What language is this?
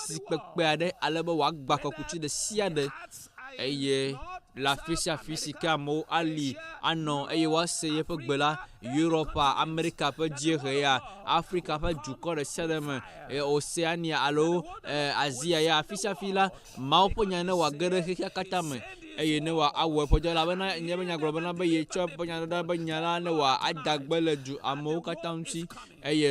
Ewe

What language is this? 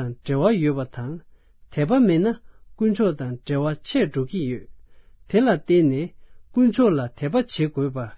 Tibetan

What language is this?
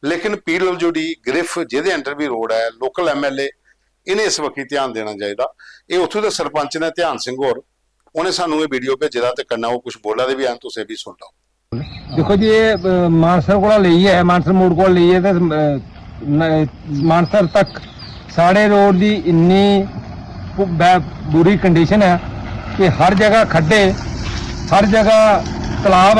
Dogri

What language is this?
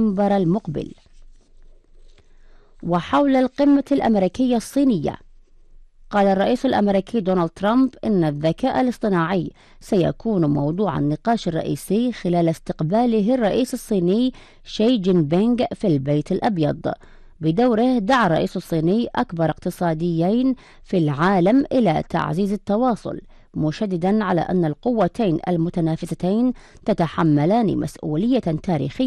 Arabic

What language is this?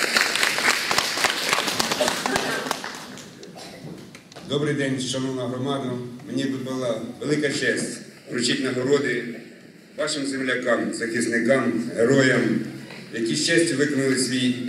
Ukrainian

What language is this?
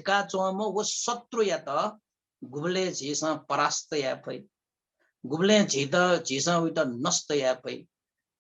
Newari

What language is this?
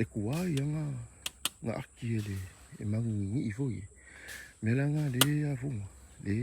Samoan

